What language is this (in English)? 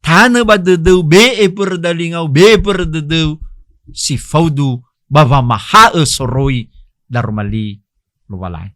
Nias